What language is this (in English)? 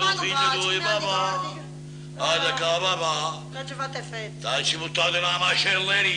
Neapolitan